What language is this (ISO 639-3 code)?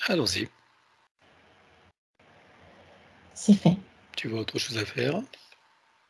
fra